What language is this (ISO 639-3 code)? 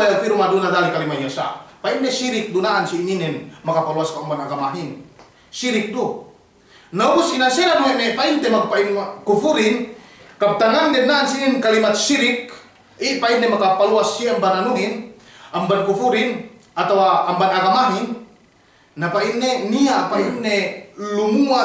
yka